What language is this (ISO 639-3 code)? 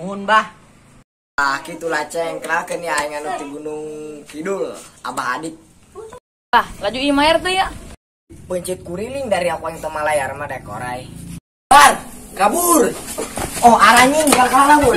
sun